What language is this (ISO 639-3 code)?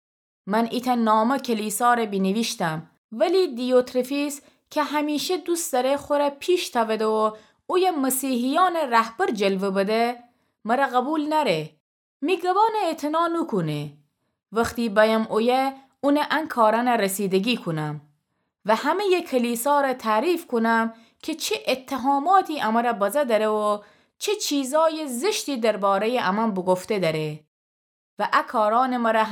glk